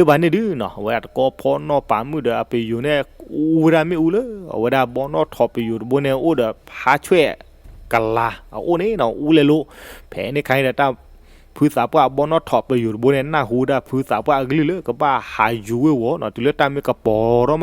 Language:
S'gaw Karen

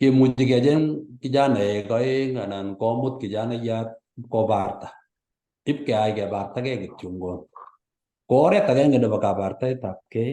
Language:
Kalenjin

